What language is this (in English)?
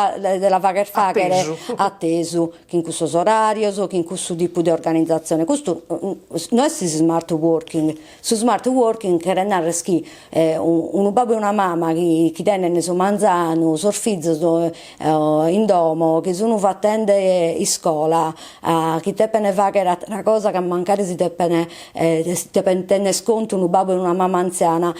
Sardinian